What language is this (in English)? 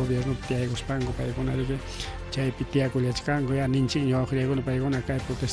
Ayacucho Quechua